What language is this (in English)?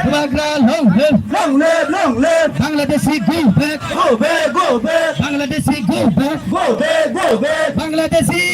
Kok Borok